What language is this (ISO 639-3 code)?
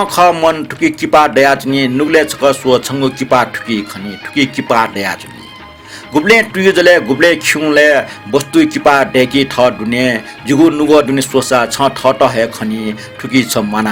new